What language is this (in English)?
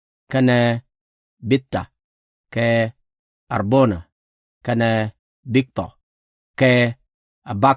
Nuer